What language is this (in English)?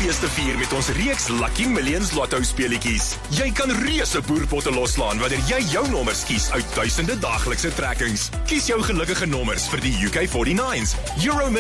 Afrikaans